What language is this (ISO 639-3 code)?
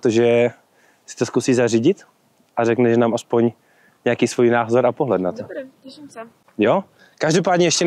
ces